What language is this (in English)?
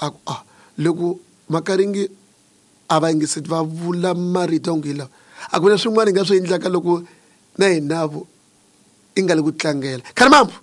Tsonga